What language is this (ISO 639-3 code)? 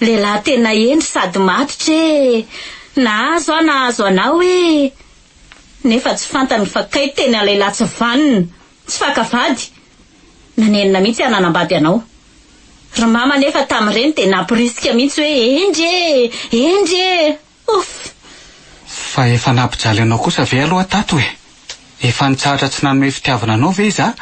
mlg